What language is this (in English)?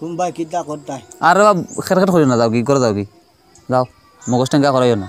Sylheti